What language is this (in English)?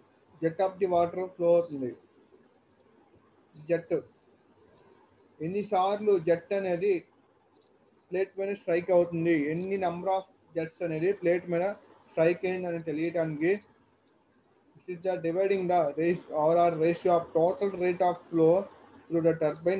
Telugu